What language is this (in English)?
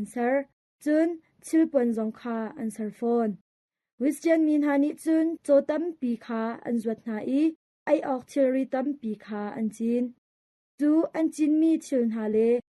Hakha Chin